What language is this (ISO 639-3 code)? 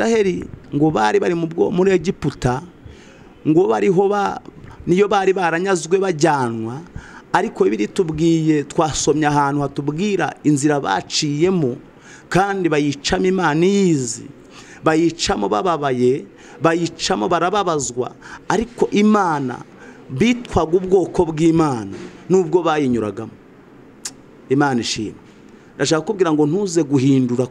kin